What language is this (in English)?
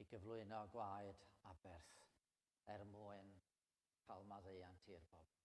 Welsh